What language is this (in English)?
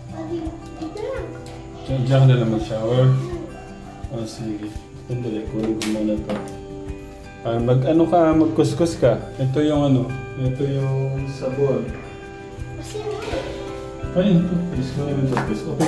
Filipino